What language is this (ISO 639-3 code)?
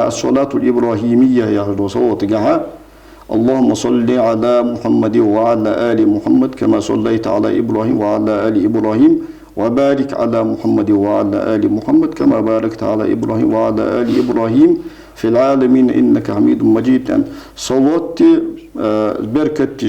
inh